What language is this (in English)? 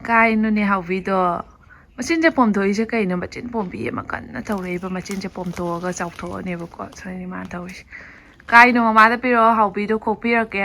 Manipuri